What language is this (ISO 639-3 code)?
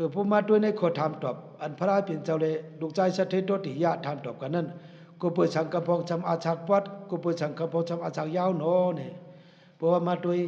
shn